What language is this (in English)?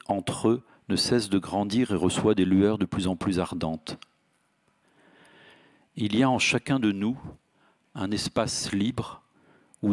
French